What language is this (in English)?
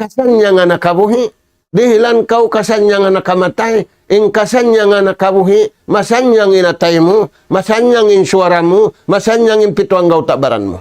Tausug